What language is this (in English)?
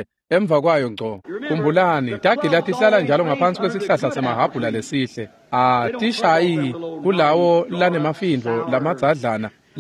Swati